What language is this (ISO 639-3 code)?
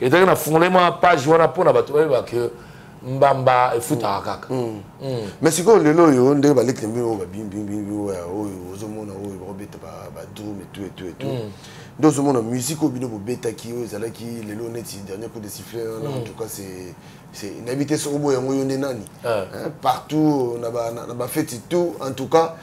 lin